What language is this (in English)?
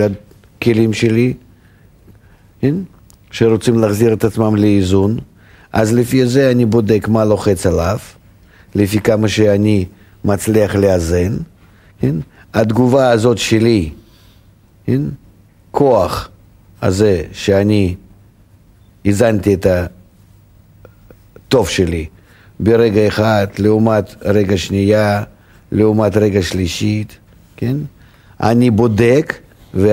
Hebrew